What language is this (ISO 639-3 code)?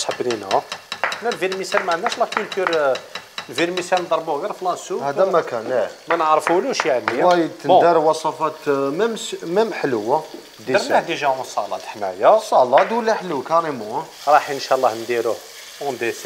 arq